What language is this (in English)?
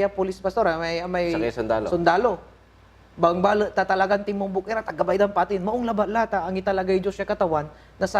Pangasinan